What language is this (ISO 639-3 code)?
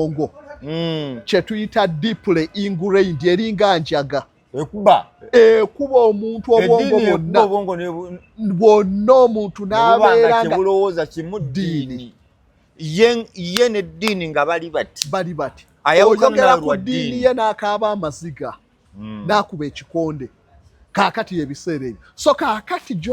lug